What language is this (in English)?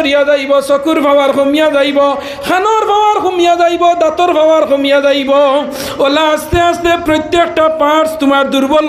Sylheti